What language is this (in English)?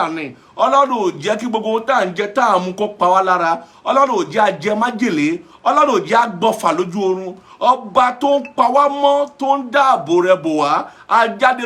Yoruba